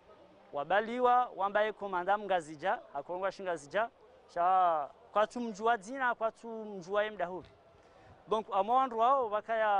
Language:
Ngazidja Comorian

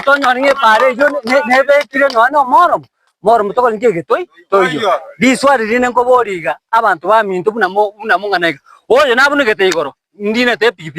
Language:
Gusii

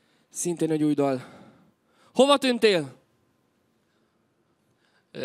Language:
Hungarian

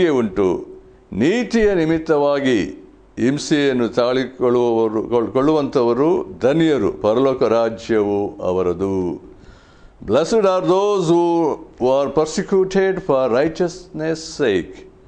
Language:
Kannada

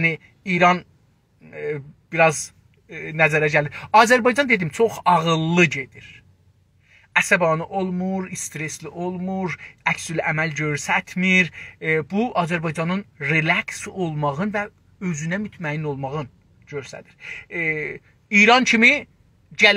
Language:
South Azerbaijani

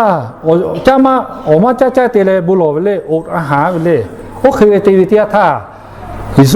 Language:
Lahu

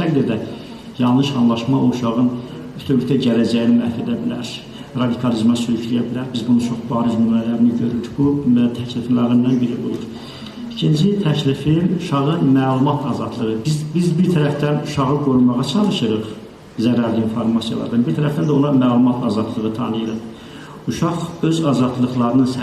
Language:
Azerbaijani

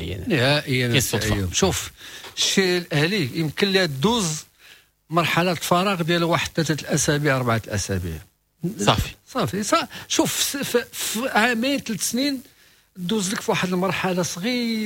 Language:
Moroccan Arabic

